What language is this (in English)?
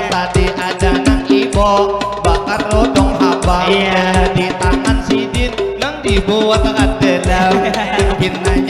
Banjar